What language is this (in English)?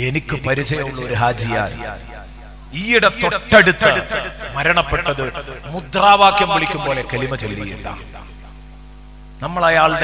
Malayalam